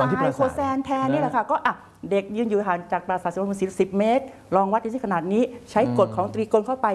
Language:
Thai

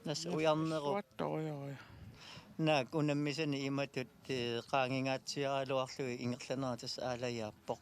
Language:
Kalaallisut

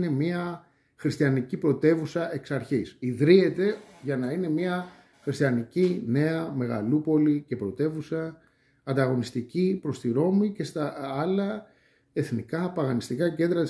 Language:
Greek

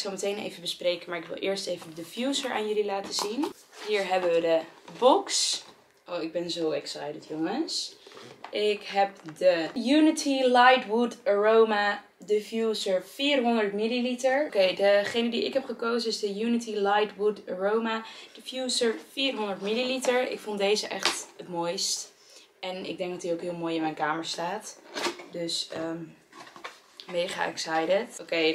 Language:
Dutch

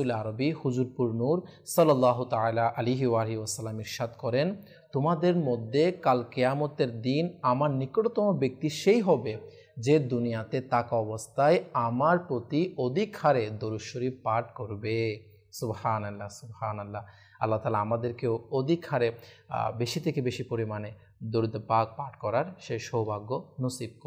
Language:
Bangla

